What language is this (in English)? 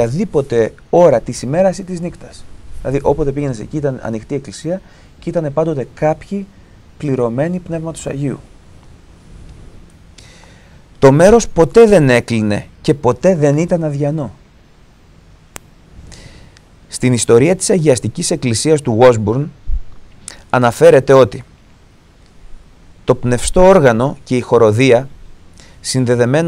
Greek